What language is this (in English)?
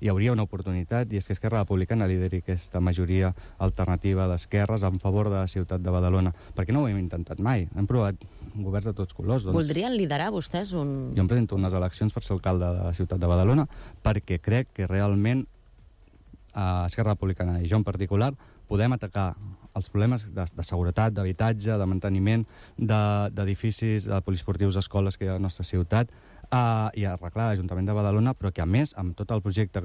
Catalan